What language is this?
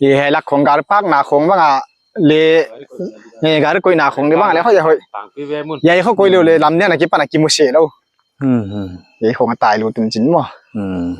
Paite Chin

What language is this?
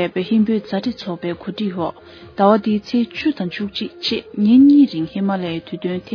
Tibetan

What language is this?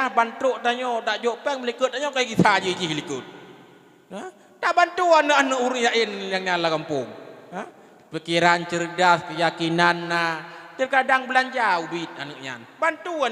Achinese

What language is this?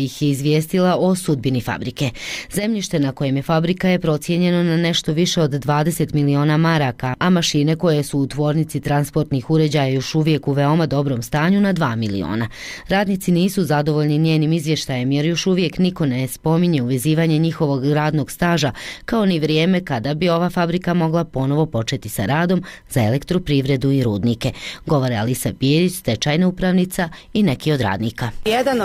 Bosnian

